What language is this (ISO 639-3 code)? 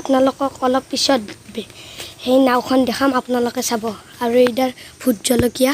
asm